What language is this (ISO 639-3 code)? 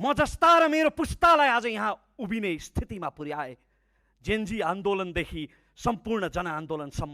nep